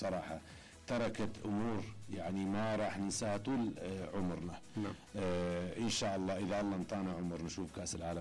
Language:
Mesopotamian Arabic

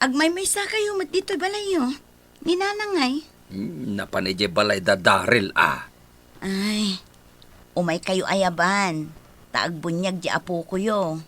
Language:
Iloko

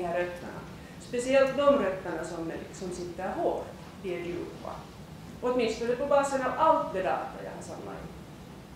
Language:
Swedish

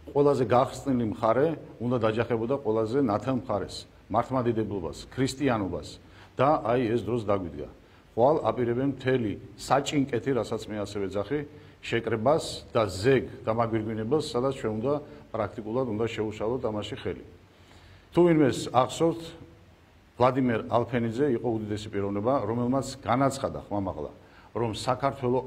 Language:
Georgian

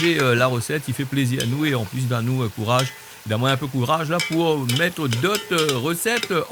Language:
Réunion Creole French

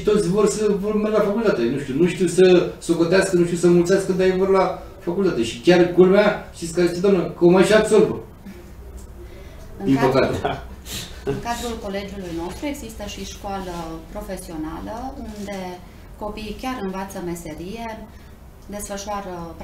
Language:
Romanian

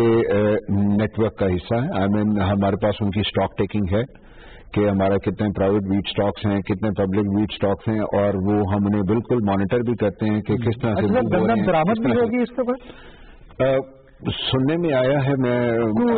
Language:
Urdu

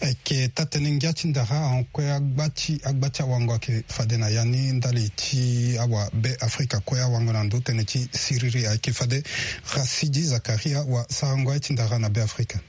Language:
Sango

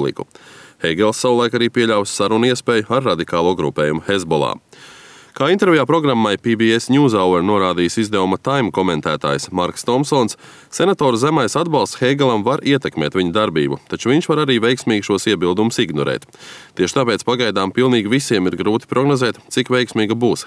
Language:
Latvian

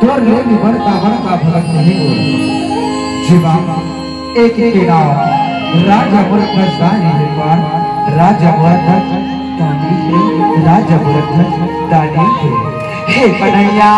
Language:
Chhattisgarhi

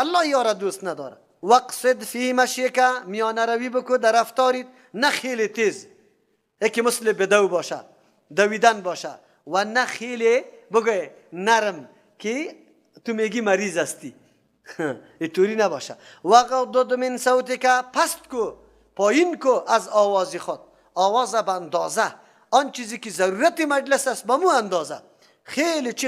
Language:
Persian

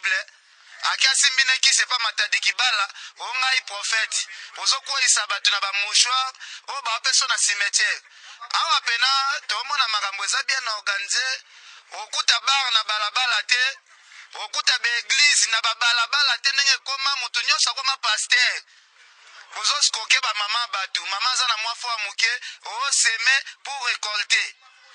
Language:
Lingala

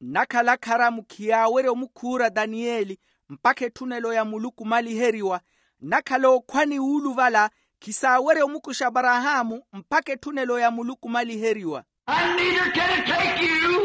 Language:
Makhuwa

